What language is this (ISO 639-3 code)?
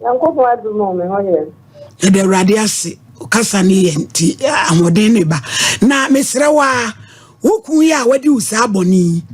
aka